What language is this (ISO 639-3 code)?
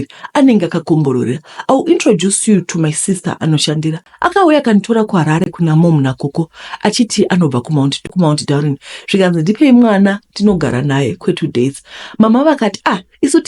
sna